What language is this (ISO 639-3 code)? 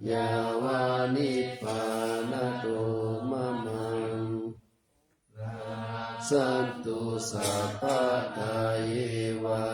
pli